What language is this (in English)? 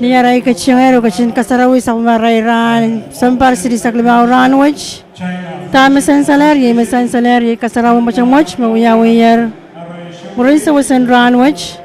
Pohnpeian